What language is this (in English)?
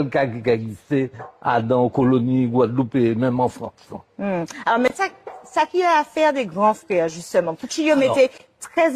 Guadeloupean Creole French